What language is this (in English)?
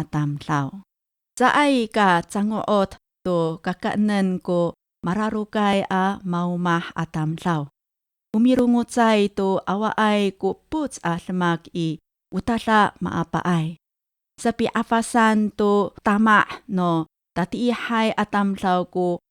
Amis